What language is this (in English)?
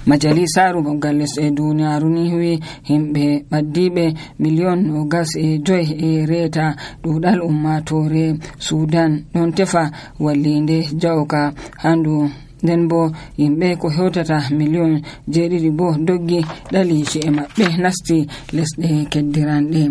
Nigerian Fulfulde